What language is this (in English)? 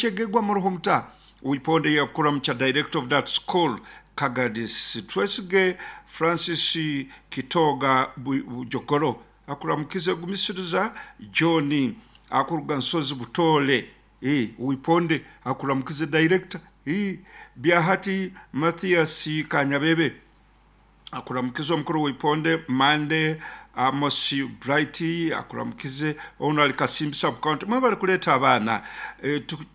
Nyoro